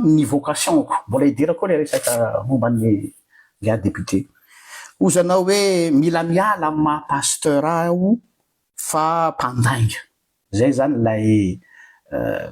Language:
Malagasy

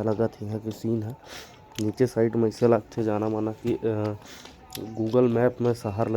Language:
Chhattisgarhi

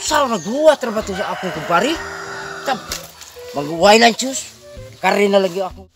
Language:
Cebuano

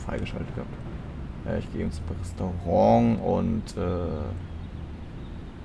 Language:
German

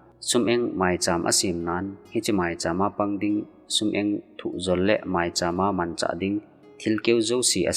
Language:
Thado Chin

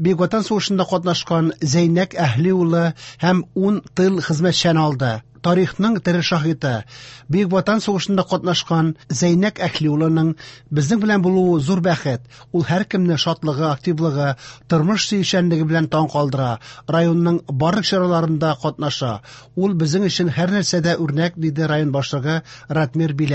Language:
Tatar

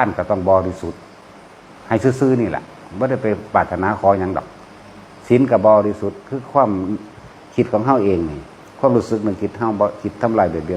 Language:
Northeastern Thai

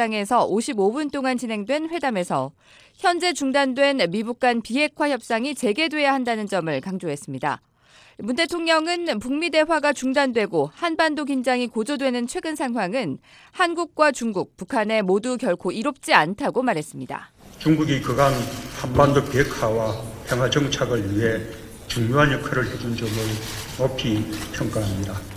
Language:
Korean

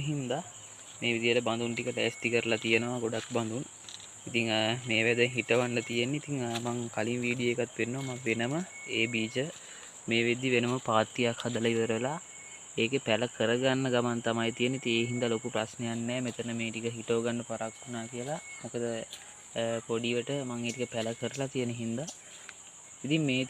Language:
Sinhala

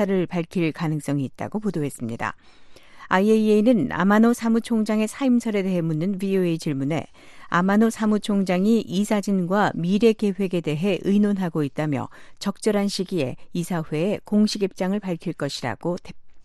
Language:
Korean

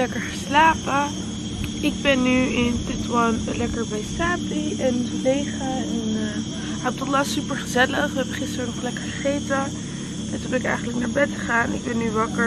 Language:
Dutch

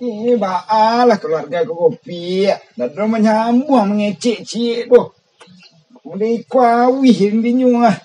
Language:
Minangkabau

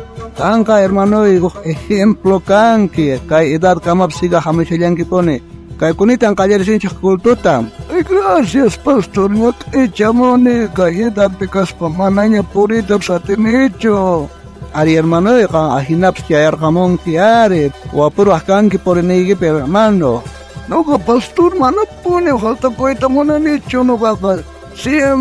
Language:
South Bolivian Quechua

